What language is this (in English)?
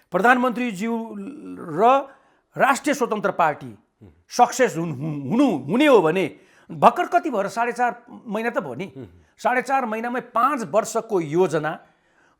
Nepali